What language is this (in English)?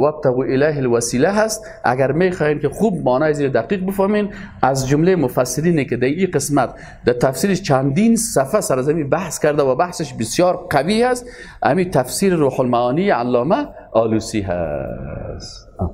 Persian